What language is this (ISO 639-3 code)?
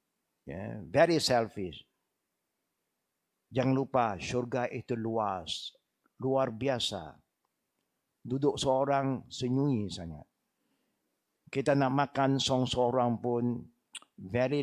msa